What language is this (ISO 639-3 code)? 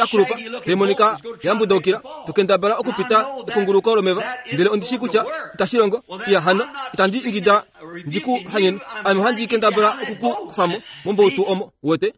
kua